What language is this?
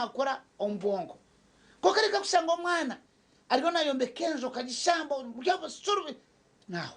Nyankole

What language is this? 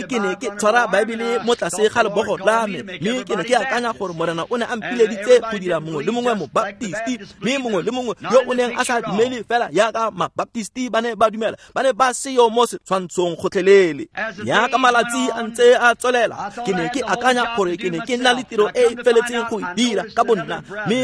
Tswana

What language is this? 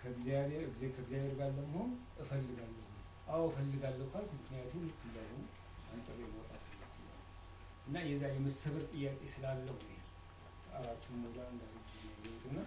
Amharic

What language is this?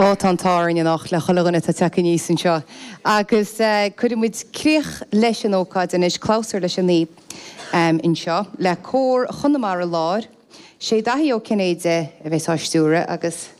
Irish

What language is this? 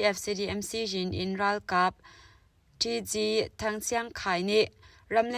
Hakha Chin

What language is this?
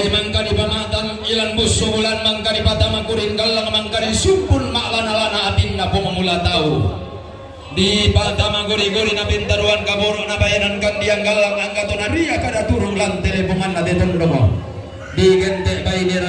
Toraja-Sa'dan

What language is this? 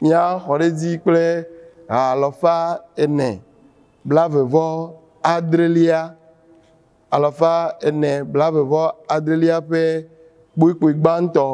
Ewe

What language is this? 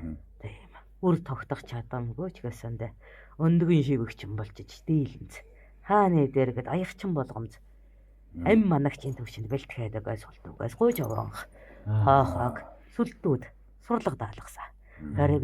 Mongolian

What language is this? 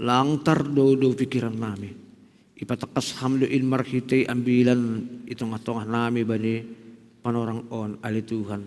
Batak Simalungun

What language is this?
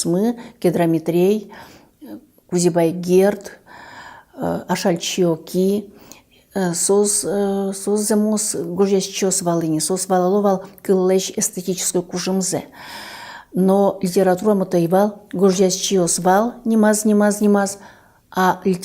Udmurt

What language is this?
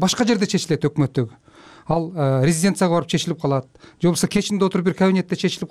Kyrgyz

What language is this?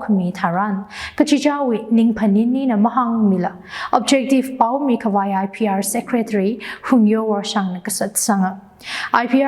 Tangkhul Naga (India)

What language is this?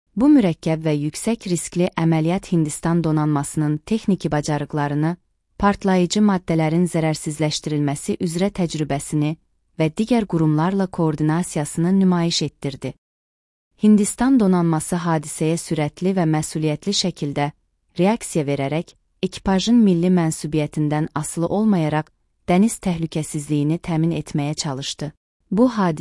Azerbaijani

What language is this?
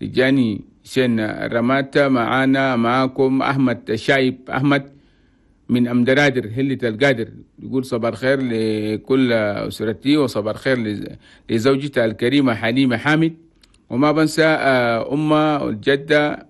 Chadian Arabic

